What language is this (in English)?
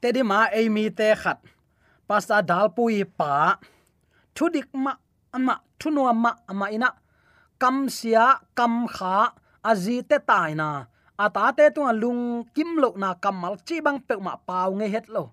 Tedim Chin